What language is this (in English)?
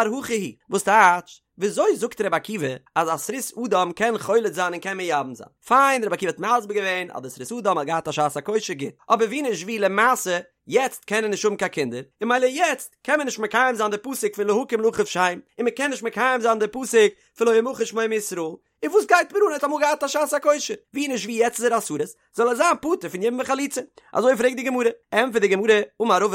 Yiddish